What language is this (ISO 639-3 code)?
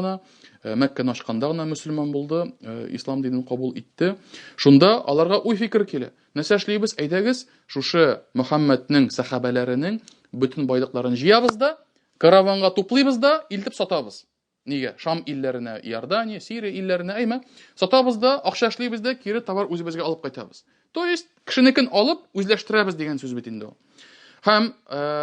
tat